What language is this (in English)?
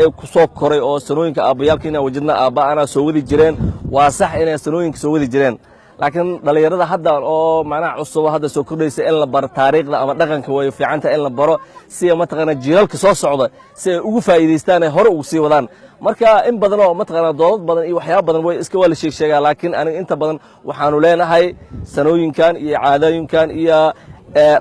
Somali